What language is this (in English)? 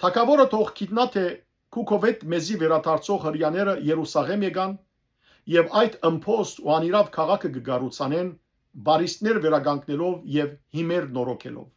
Western Armenian